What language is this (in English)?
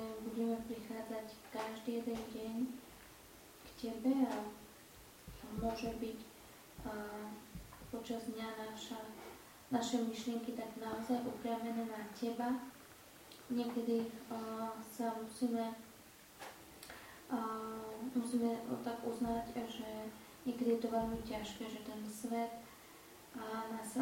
Slovak